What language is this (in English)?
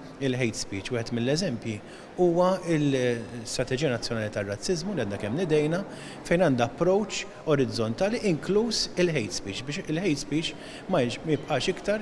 Maltese